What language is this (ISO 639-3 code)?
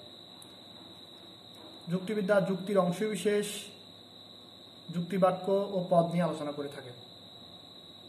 ben